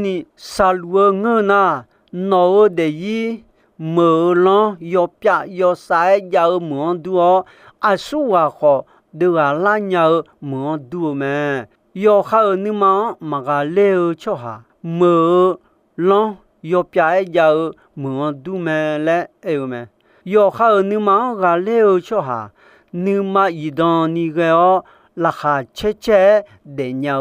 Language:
Akha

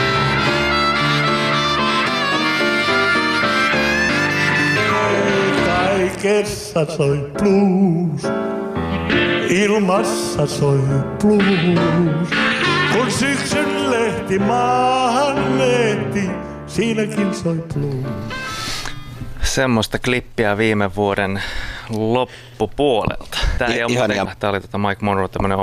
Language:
Finnish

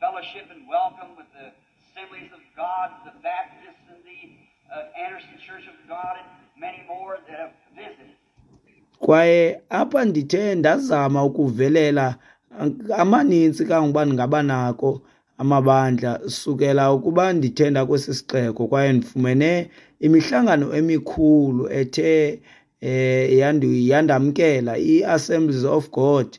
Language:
Xhosa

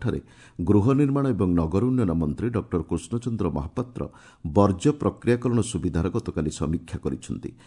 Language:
Odia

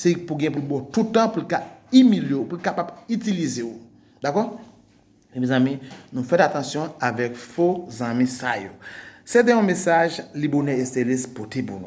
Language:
Haitian Creole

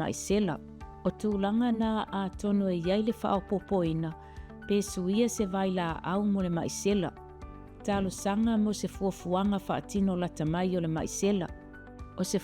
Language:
Samoan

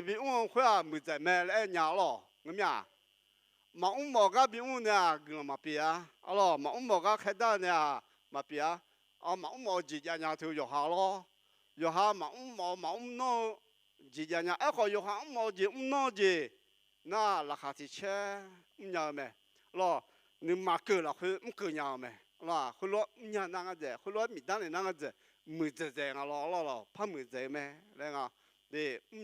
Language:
Akha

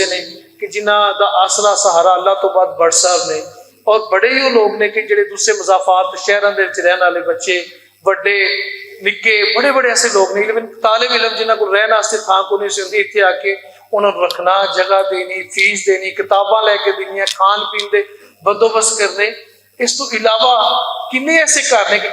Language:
Western Panjabi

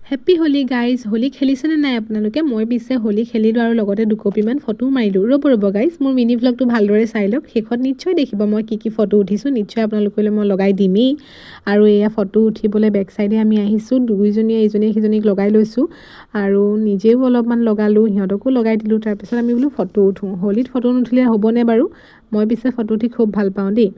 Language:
Assamese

